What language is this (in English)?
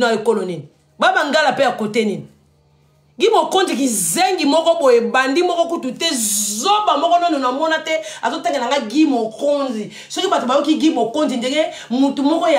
Lingala